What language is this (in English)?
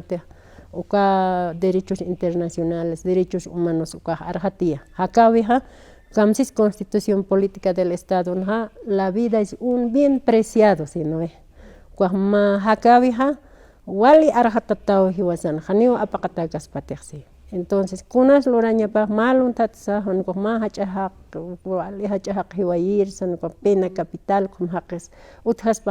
Aymara